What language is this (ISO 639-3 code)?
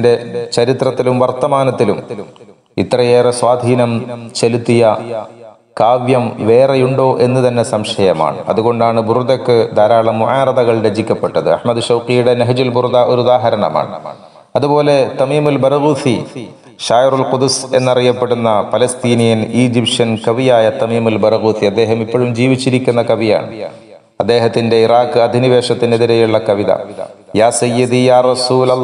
mal